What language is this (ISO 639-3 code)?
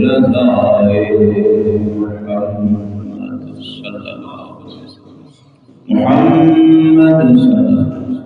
skr